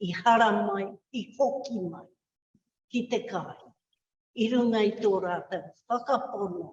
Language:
Māori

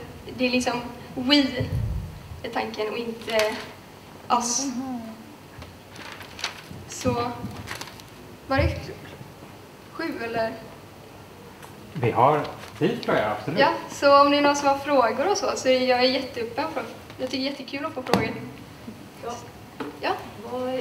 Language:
Swedish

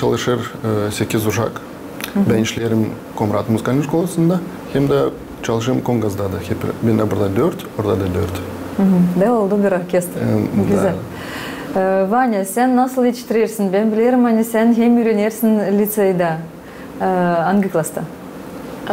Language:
Gagauz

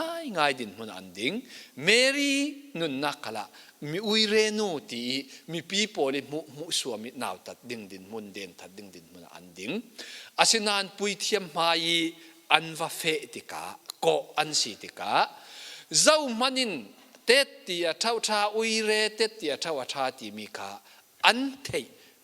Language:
Falam Chin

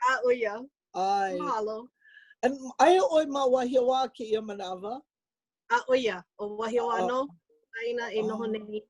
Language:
Hawaiian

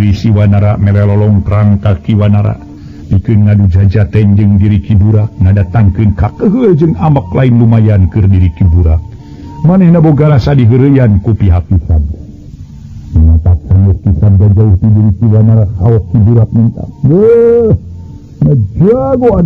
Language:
Sundanese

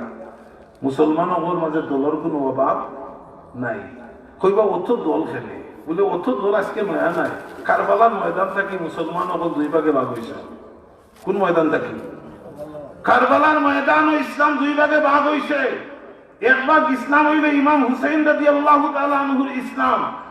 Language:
Sylheti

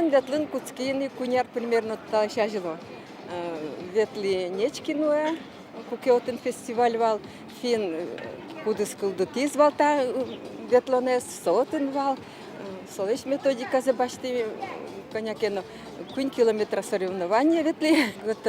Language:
Udmurt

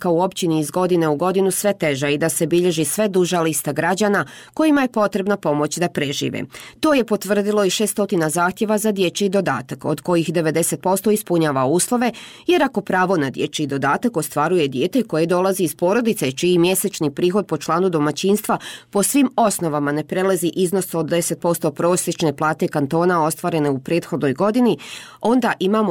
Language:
Bosnian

